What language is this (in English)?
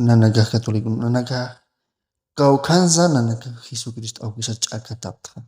Aymara